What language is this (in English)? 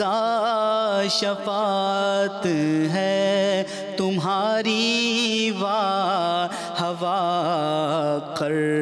Urdu